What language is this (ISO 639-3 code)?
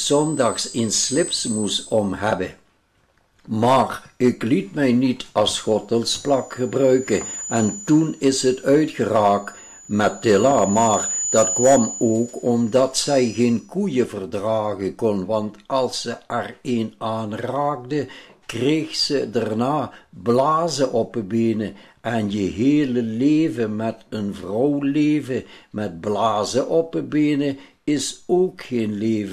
lim